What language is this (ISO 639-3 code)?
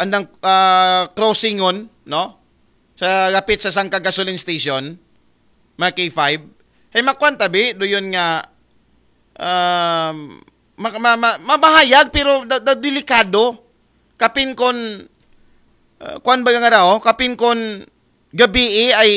akl